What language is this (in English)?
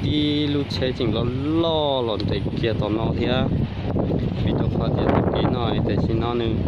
Hmong